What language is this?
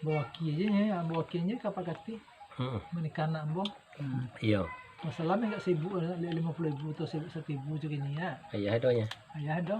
Minangkabau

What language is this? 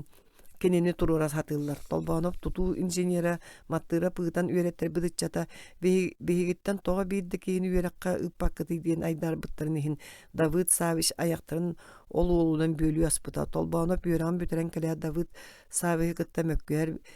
Yakut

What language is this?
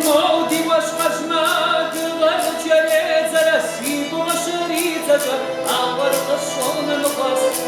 Kabardian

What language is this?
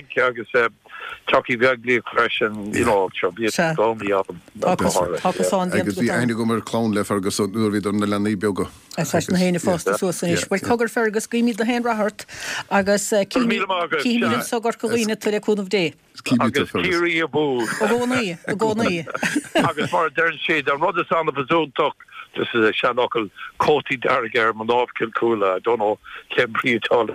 Irish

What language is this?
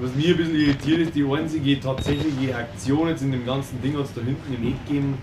Bavarian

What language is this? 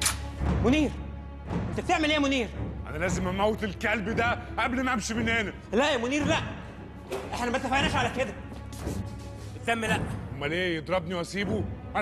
Egyptian Arabic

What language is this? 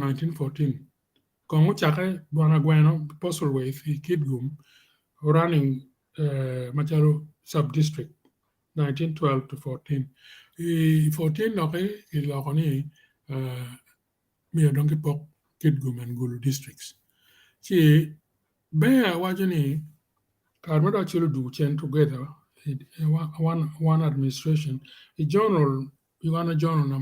Acoli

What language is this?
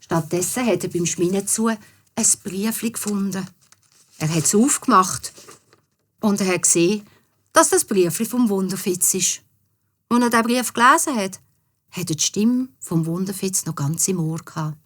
Swiss German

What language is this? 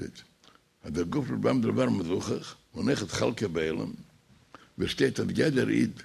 Yiddish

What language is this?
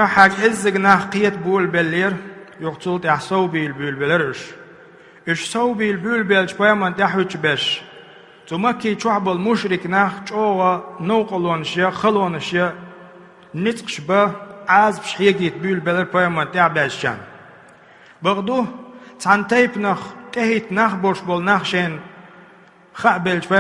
Chechen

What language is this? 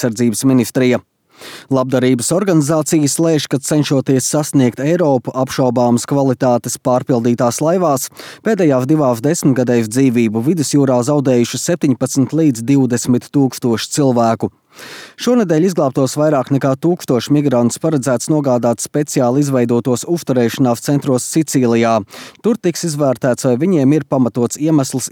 Latvian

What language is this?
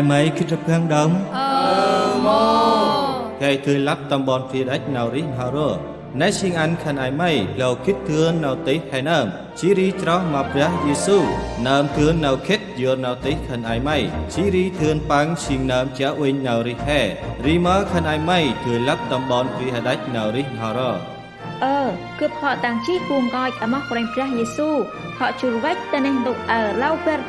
Central Mnong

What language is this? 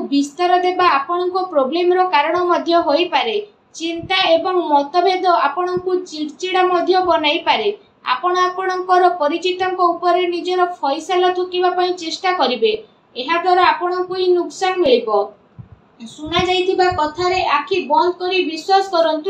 Odia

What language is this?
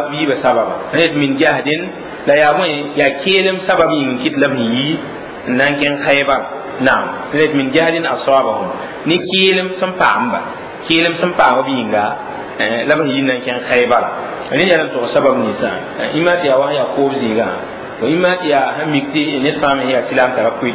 Mossi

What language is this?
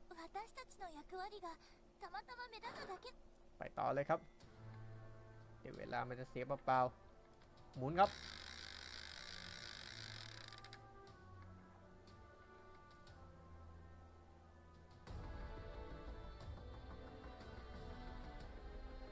Thai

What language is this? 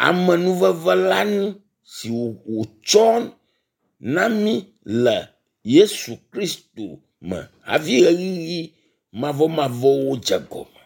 Ewe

